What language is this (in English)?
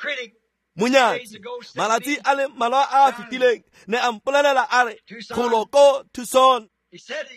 Tswana